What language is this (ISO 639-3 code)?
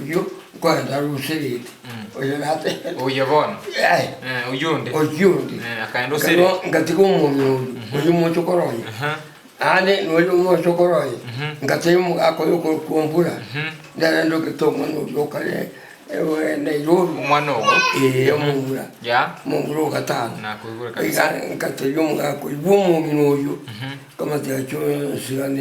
guz